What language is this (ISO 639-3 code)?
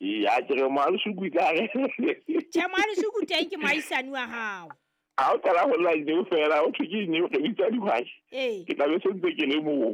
sot